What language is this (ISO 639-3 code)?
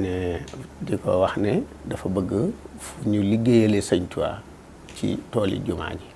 wol